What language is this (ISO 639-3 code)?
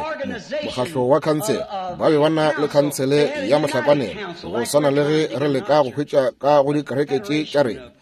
nso